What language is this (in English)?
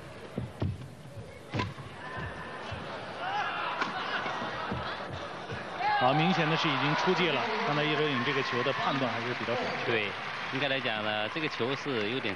Chinese